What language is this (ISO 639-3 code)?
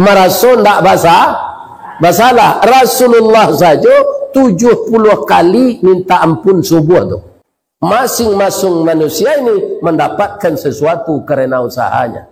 min